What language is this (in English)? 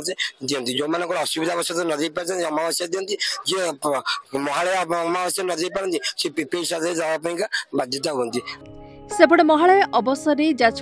Odia